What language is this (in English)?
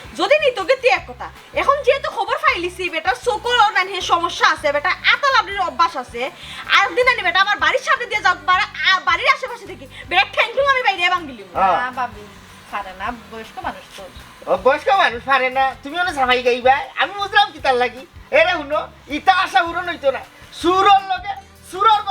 Sylheti